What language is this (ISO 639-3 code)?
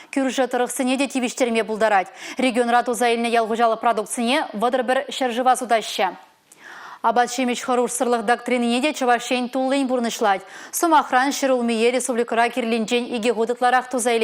chv